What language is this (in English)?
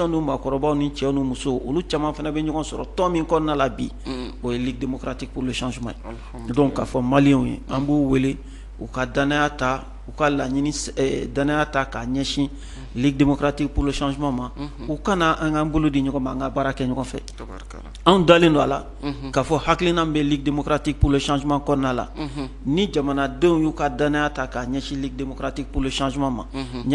Bambara